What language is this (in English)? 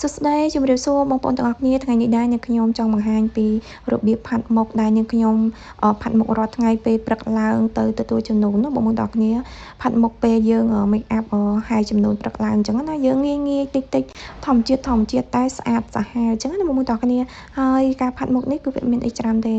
Khmer